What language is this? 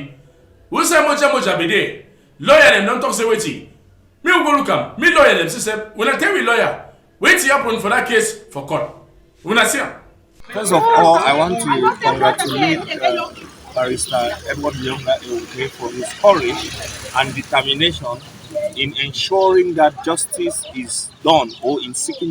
Cameroon Pidgin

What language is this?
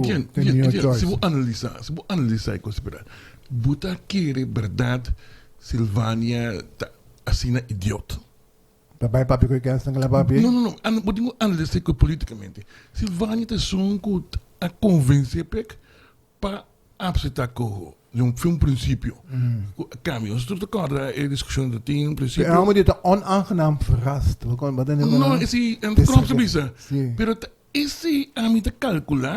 Papiamento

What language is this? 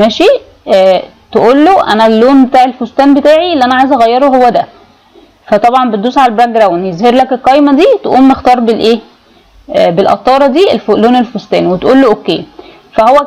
Egyptian Arabic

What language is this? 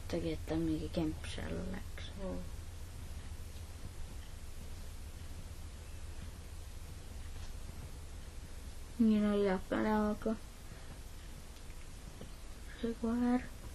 Estonian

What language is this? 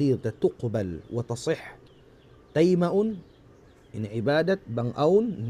Tausug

